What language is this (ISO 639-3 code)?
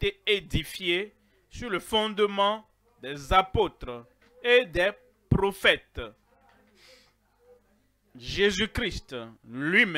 fra